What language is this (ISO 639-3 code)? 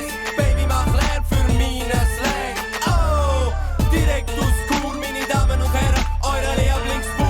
gsw